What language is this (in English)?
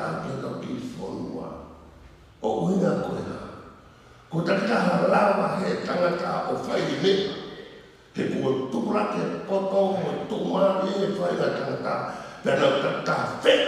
Tongan